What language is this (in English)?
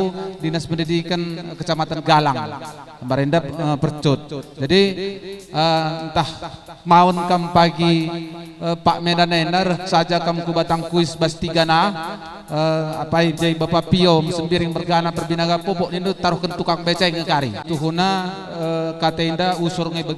Batak Karo